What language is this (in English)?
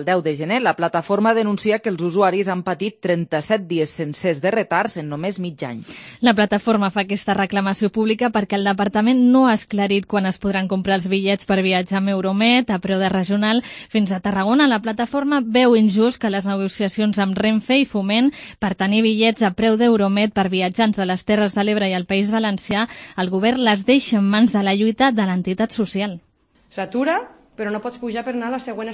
Catalan